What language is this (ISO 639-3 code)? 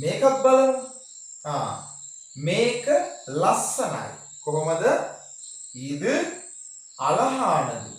sin